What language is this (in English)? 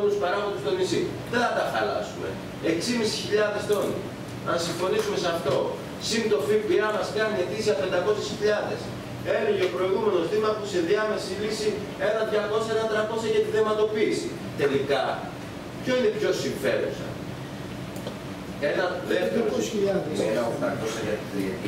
Greek